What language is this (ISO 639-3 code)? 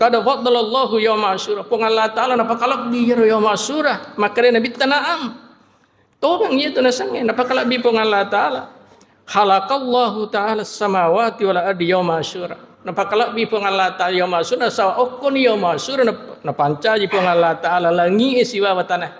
bug